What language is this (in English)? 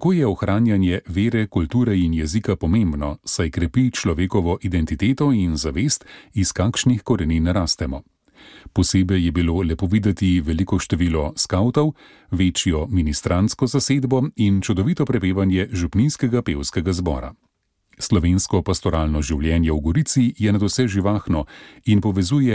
Slovenian